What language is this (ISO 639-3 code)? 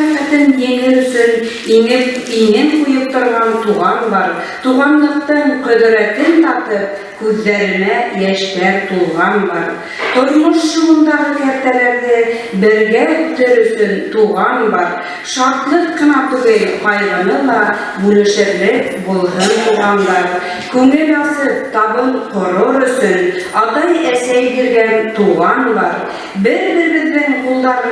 bak